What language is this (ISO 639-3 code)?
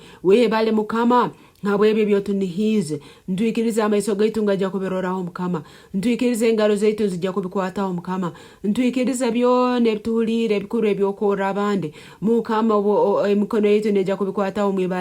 nyo